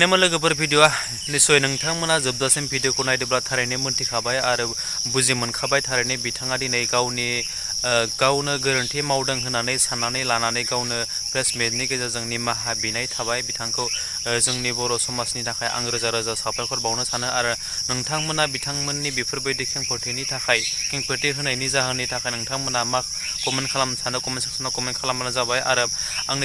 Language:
Bodo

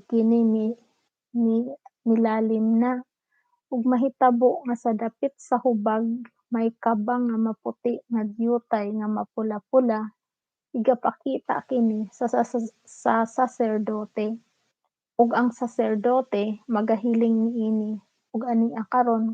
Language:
Cebuano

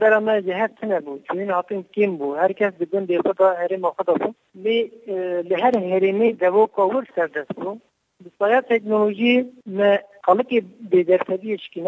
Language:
Kurdish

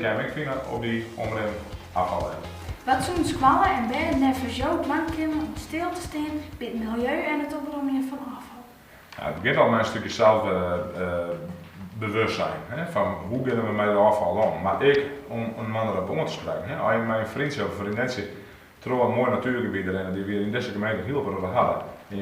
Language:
Western Frisian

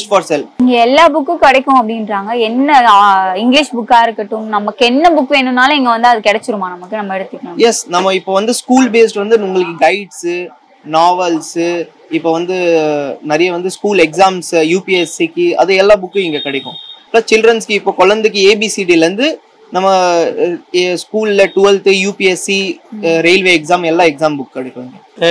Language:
Tamil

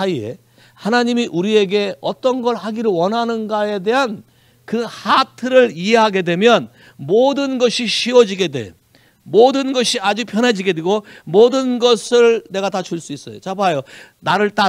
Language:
Korean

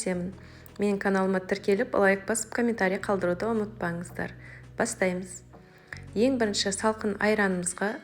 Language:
Kazakh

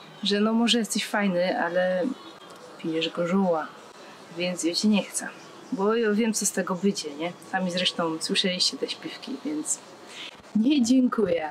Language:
Silesian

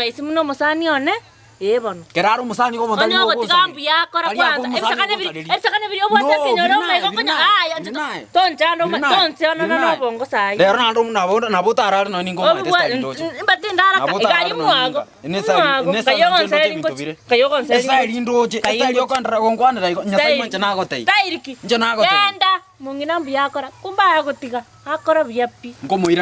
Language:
Gusii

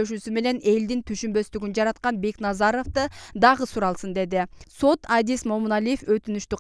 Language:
Kyrgyz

